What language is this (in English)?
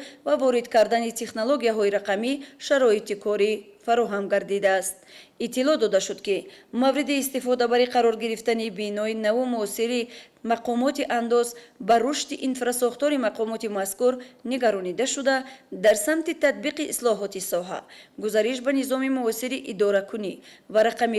Tajik